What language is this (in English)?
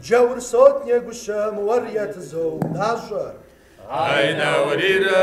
Kabardian